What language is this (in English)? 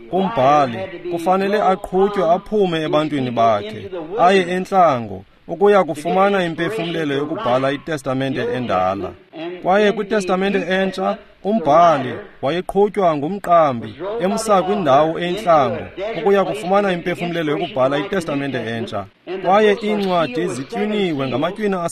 Xhosa